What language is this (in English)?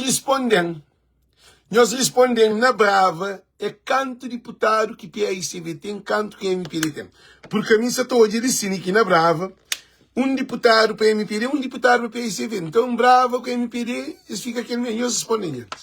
Kabuverdianu